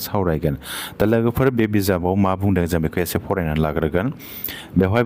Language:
Bodo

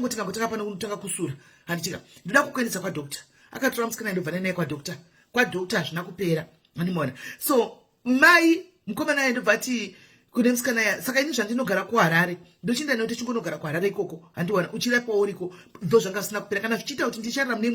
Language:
Shona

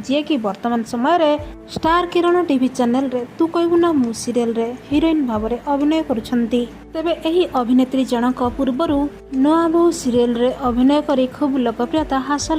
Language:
Odia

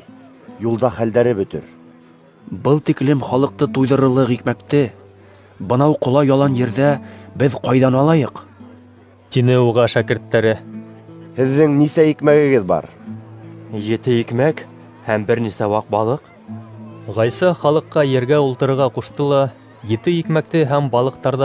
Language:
Bashkir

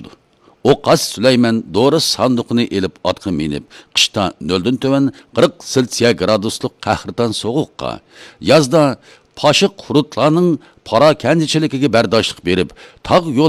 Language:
Uyghur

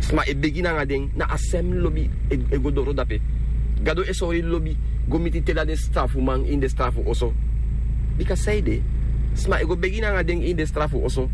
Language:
Sranan Tongo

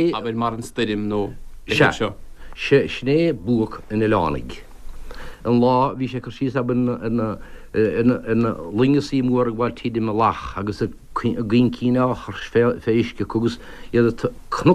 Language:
Irish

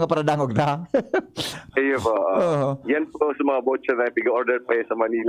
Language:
Bikol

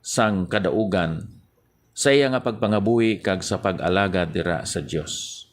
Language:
Hiligaynon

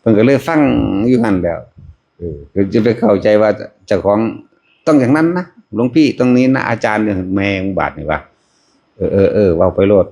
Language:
Northeastern Thai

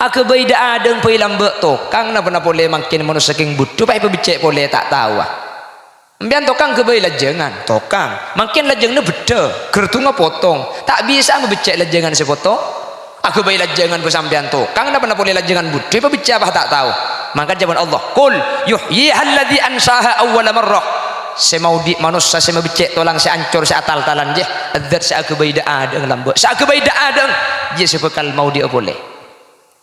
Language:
Madurese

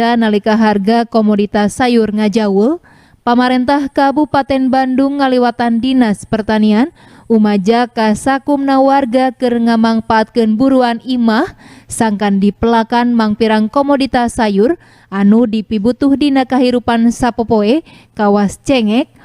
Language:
Sundanese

